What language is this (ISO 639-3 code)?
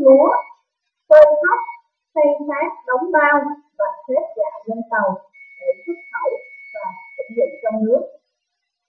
vie